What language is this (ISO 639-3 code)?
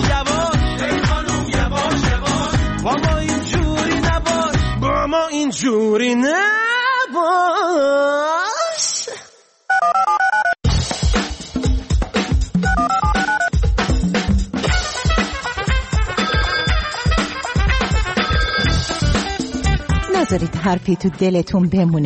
fas